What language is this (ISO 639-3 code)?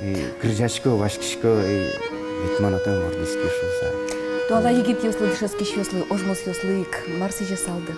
udm